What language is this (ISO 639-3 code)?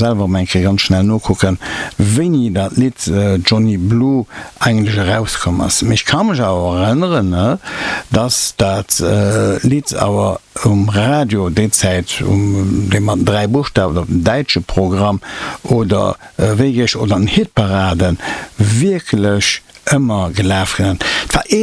ltz